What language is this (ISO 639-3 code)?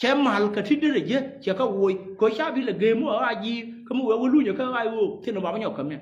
nus